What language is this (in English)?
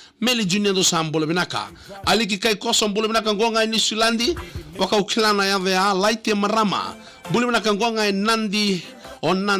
Fijian